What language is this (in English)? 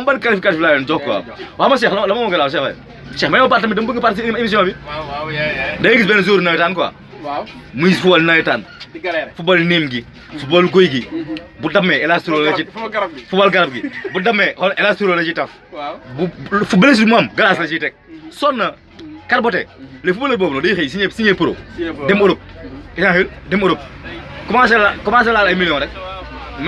Wolof